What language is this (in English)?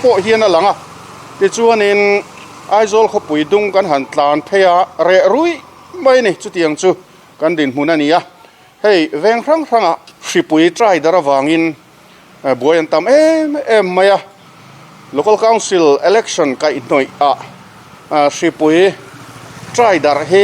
Mizo